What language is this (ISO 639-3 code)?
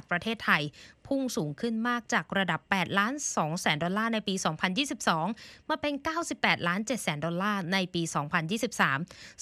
tha